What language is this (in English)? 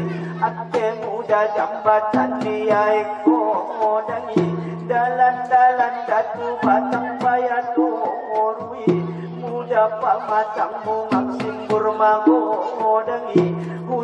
Batak Angkola